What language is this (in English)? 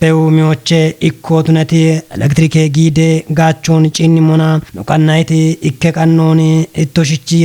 Kafa